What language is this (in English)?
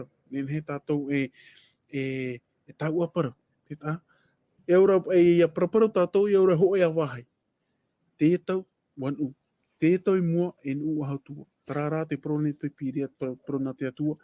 Tahitian